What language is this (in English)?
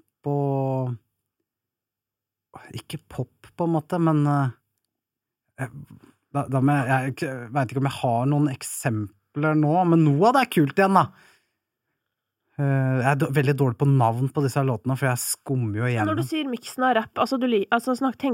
Norwegian